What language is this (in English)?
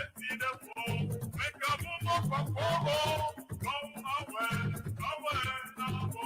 Ewe